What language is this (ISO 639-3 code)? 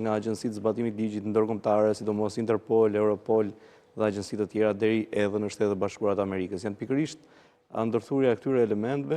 sqi